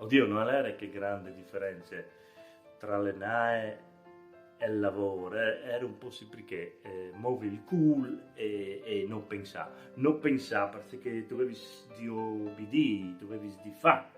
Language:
Friulian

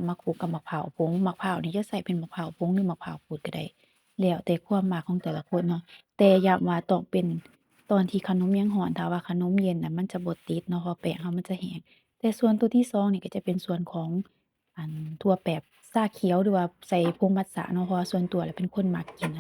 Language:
Lao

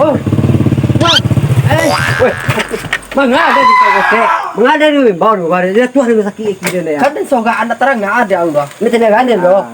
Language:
Minangkabau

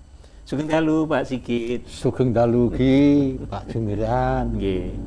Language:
Javanese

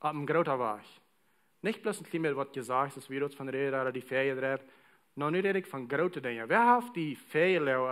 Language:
Plautdietsch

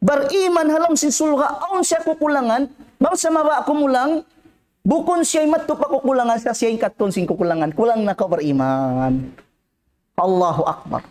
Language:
Tausug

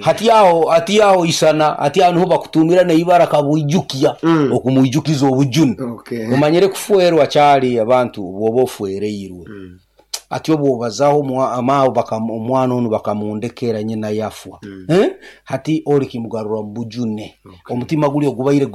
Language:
Nyankole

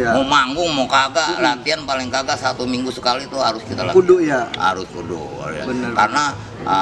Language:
Betawi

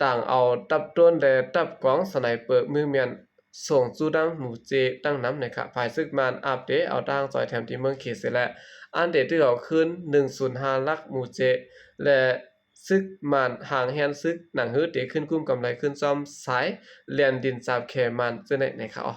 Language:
Shan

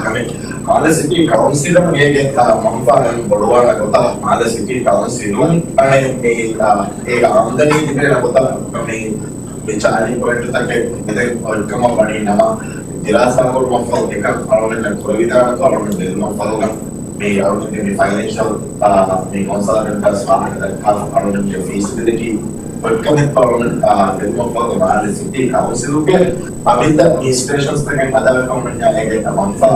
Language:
Divehi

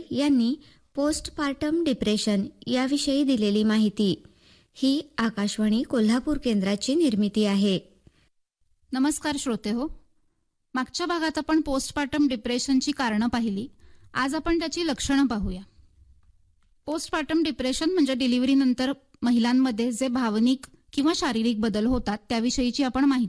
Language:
Marathi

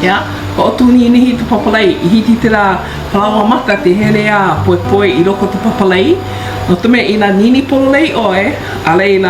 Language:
Hawaiian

